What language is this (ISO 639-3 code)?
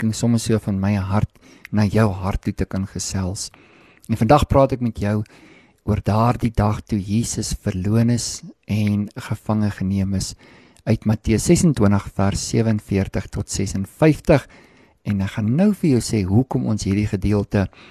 afr